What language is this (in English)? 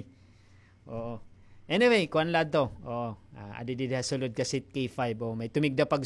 Waray